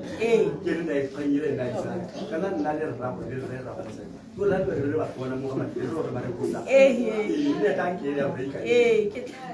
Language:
Tswana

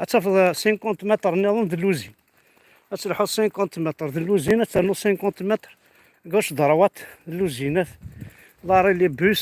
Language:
Kabyle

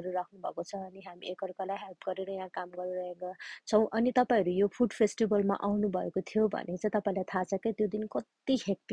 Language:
Nepali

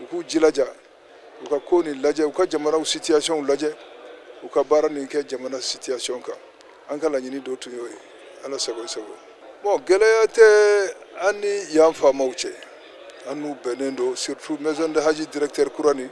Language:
Bambara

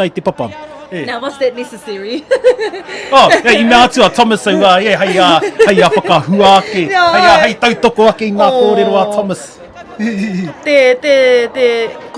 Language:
Māori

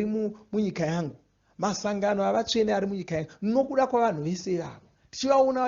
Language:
Shona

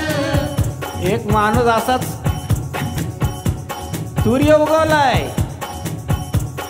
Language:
Marathi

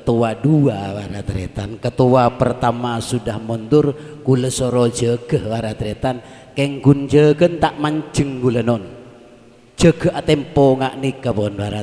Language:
Madurese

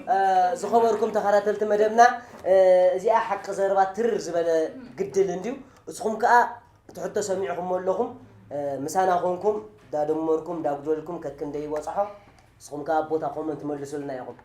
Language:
Tigrinya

